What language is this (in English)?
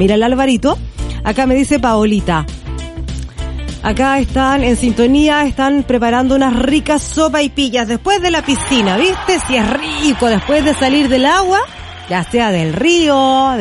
Spanish